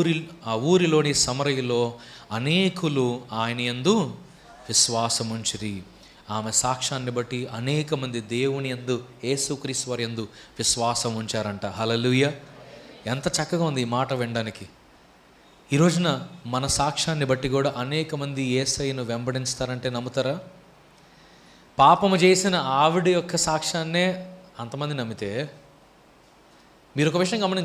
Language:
Telugu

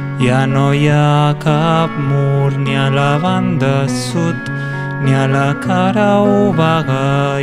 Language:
Catalan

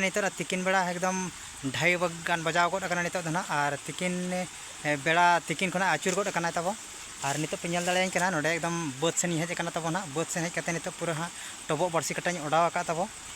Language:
Santali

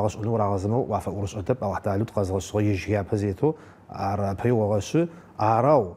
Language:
Adyghe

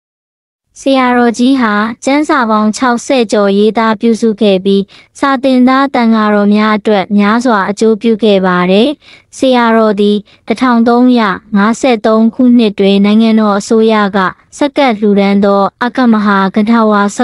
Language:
Burmese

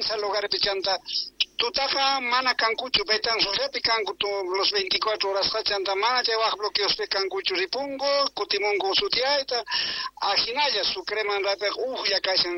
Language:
Quechua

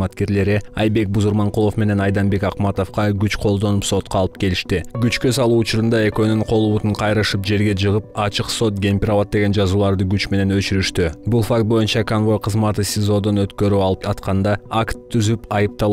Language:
Kyrgyz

